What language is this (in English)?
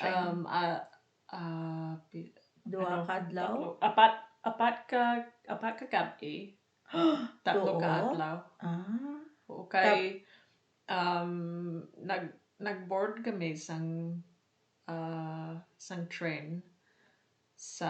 Hiligaynon